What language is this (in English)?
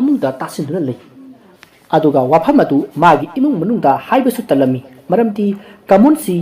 Manipuri